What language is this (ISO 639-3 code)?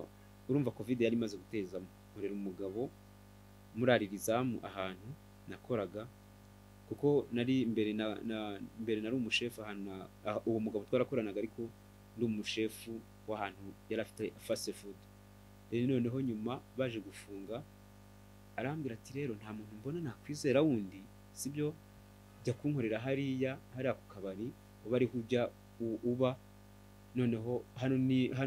kin